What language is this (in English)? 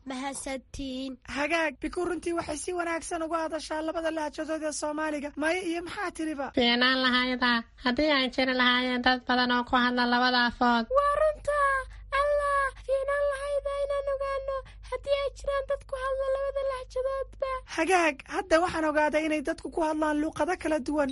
Somali